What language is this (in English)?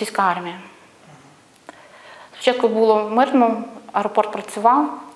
Ukrainian